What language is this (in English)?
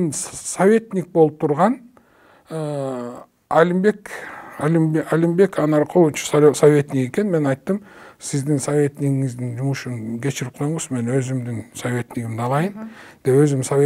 Kyrgyz